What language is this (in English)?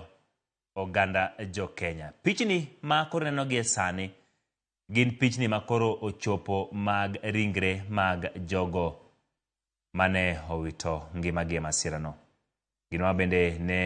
Luo (Kenya and Tanzania)